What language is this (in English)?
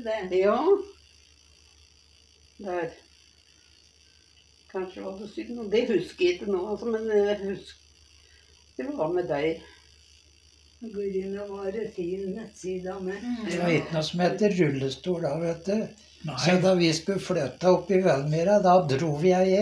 Norwegian